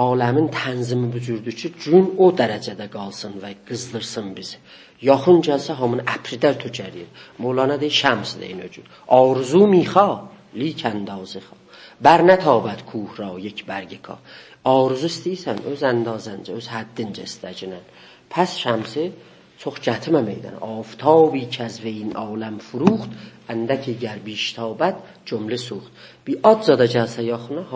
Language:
South Azerbaijani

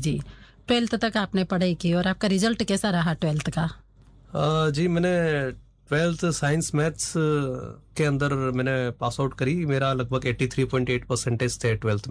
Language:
Hindi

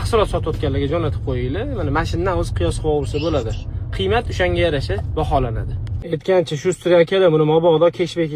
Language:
Uzbek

